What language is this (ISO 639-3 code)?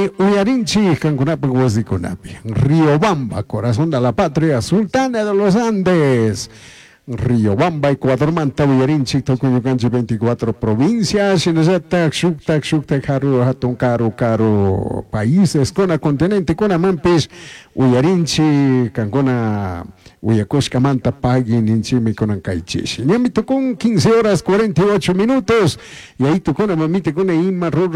qug